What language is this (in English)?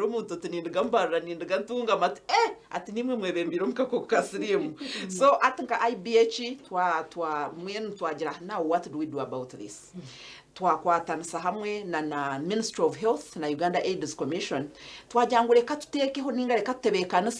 Nyankole